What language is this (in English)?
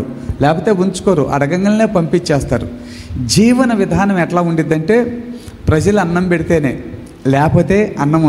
Telugu